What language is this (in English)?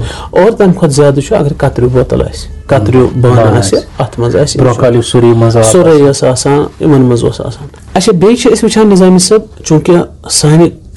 Kashmiri